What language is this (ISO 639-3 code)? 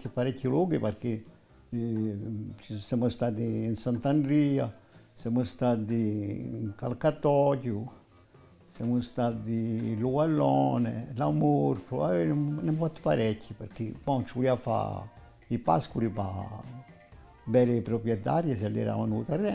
cos